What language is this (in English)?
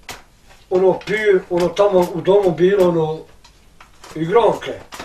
Bosnian